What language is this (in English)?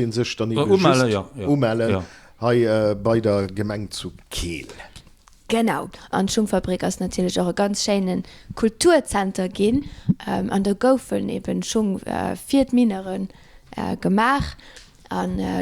Luxembourgish